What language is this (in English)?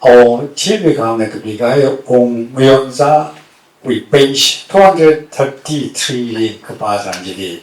Tangkhul Naga (India)